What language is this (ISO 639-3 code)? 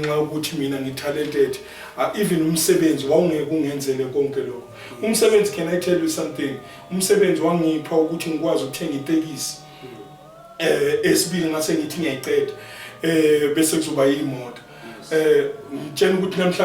zul